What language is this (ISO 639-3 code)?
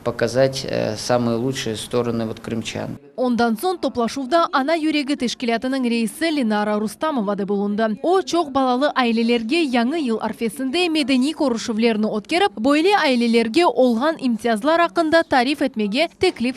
crh